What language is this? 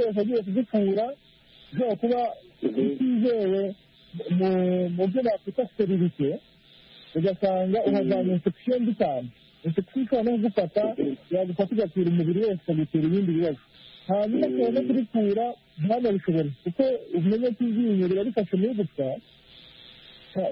Kinyarwanda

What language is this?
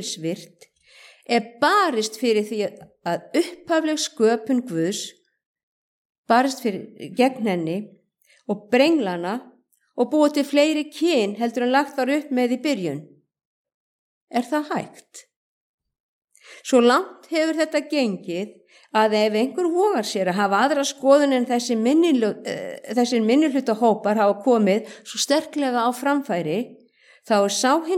Icelandic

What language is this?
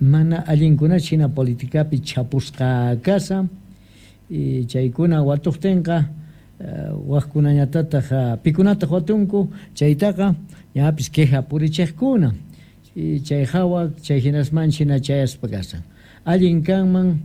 South Bolivian Quechua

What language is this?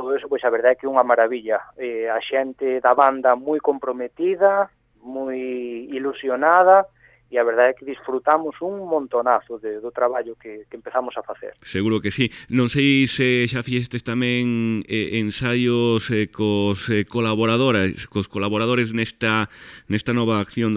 Galician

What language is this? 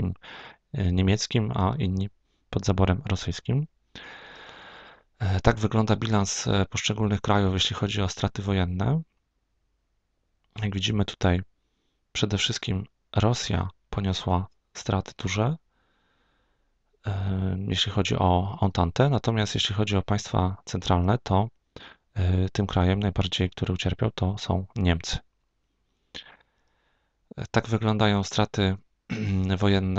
Polish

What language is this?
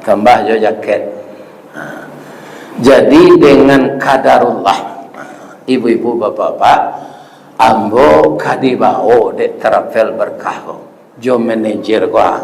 Minangkabau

